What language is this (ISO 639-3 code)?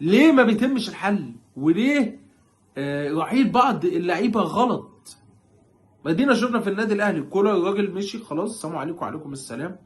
arz